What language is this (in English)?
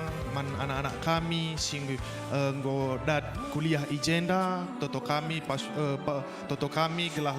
Batak Karo